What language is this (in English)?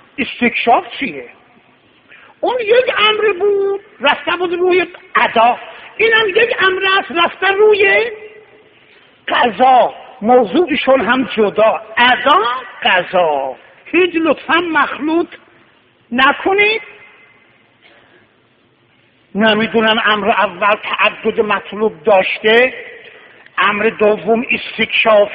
Persian